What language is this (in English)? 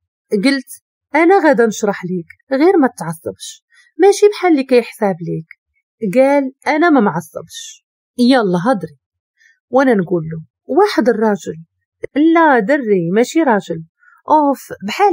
Moroccan Arabic